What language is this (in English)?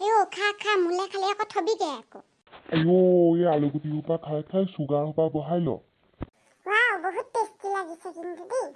Assamese